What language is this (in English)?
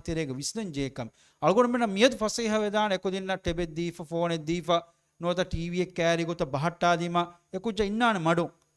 Divehi